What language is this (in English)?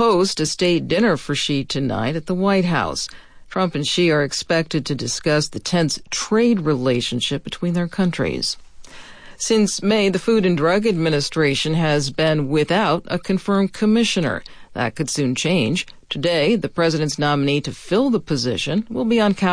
English